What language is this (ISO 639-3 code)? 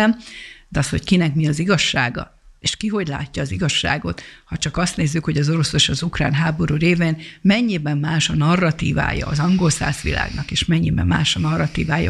hun